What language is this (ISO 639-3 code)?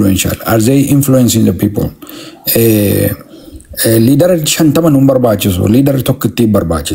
orm